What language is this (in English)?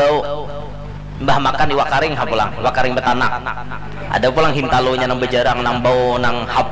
Banjar